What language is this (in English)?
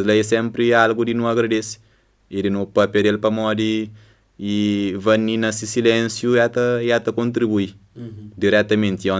Kabuverdianu